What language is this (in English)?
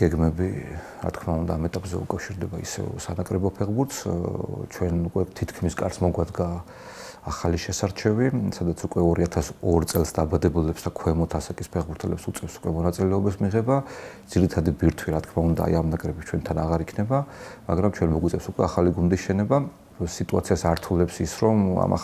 Georgian